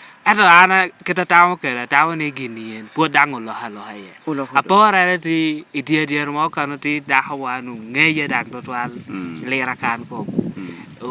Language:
Lango (Uganda)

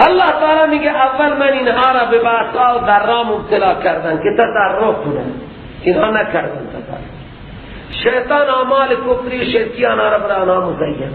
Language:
Persian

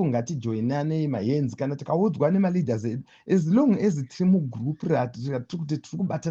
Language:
Shona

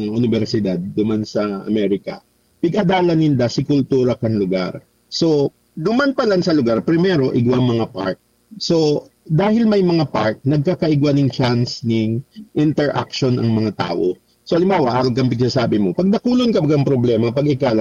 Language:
Bikol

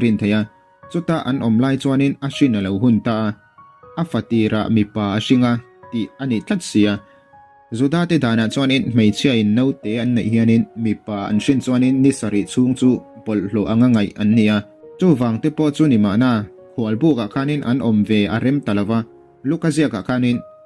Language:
Mizo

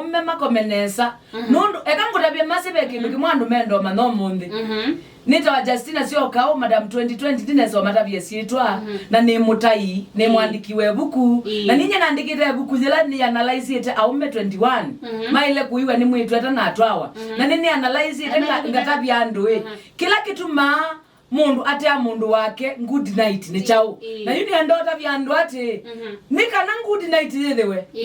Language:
Kamba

